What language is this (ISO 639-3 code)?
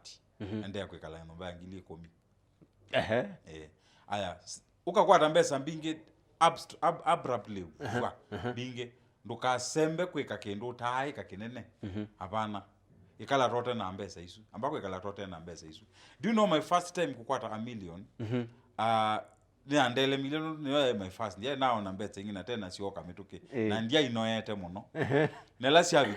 kam